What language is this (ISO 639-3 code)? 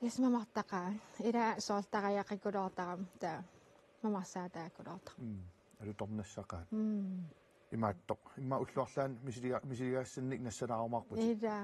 kal